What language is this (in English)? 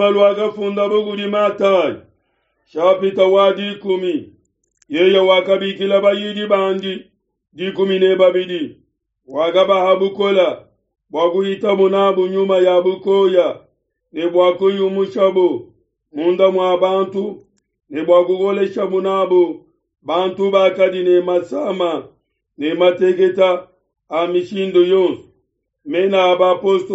Luba-Lulua